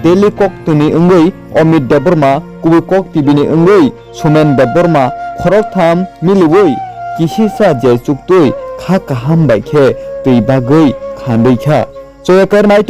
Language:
Kok Borok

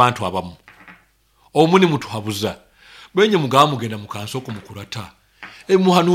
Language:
Nyoro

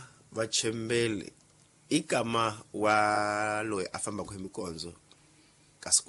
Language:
Tsonga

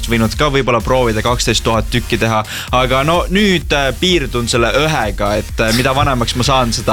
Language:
Estonian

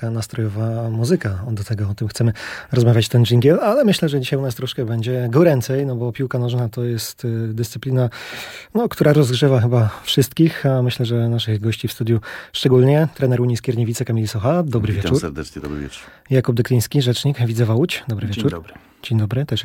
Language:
Polish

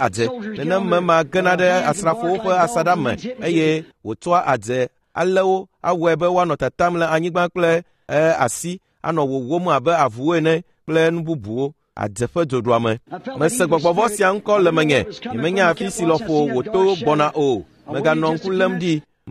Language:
Ewe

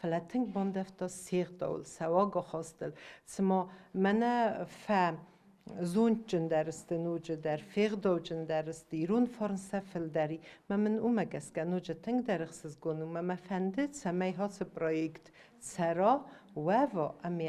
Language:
Ossetic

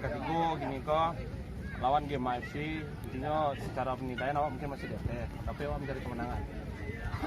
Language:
Minangkabau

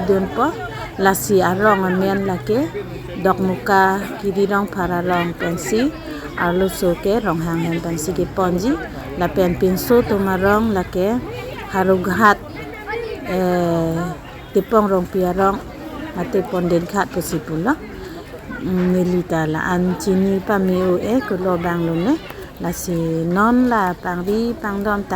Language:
Karbi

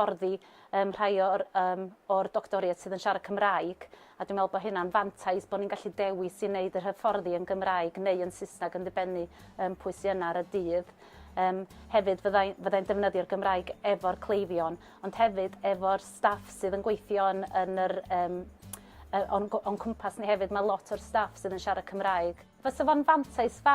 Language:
Welsh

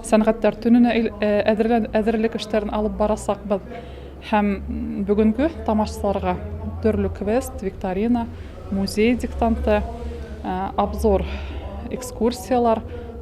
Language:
Bashkir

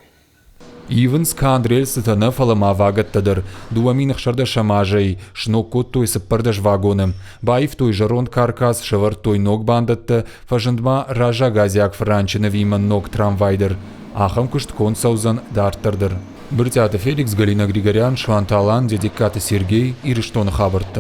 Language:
Ossetic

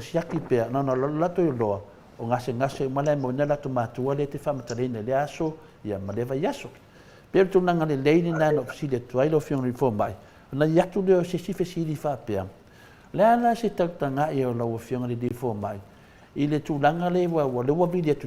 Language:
Samoan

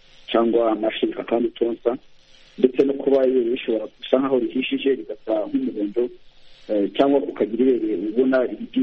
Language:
Kinyarwanda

